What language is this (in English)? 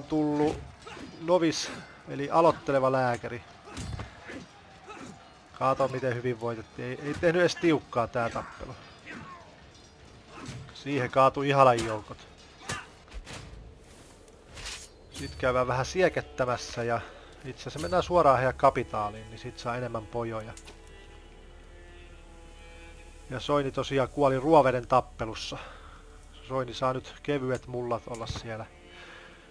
Finnish